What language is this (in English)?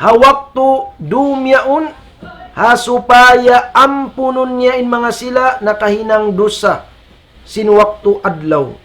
Tausug